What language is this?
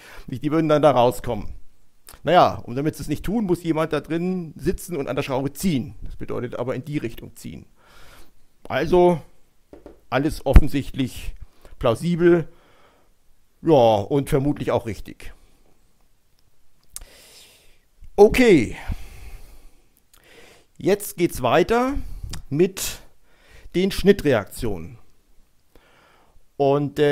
German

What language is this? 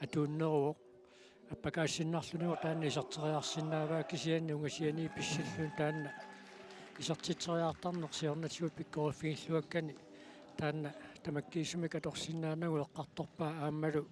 Kalaallisut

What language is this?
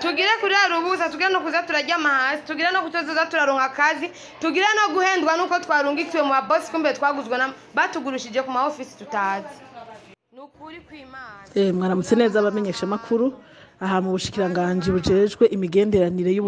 Rundi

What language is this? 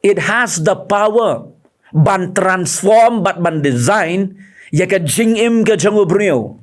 Khasi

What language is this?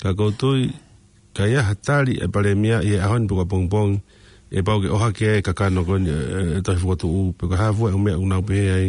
Tongan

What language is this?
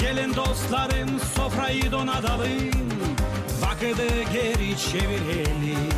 Gagauz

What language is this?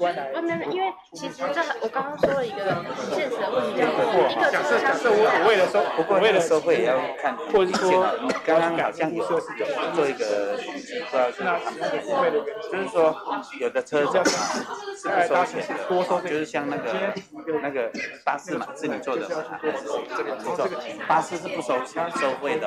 Chinese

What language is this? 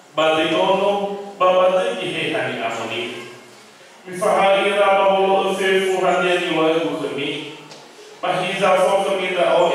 Nias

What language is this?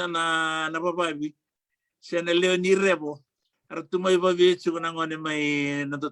Fijian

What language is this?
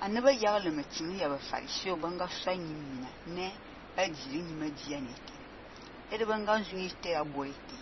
Fang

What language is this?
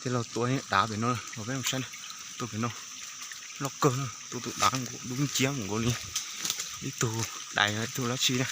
Hmong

